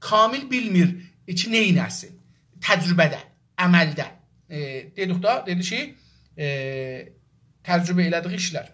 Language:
South Azerbaijani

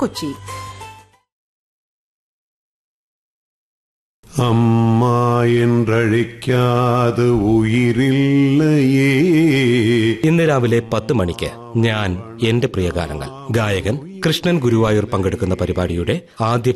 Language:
Malayalam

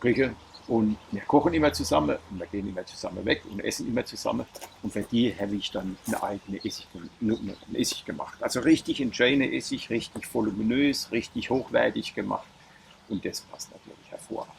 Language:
Palatine German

